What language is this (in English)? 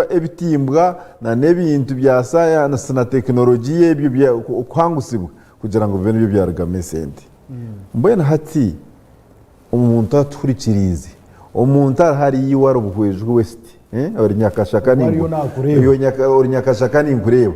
Nyankole